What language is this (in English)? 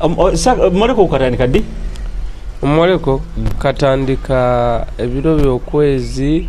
Nyoro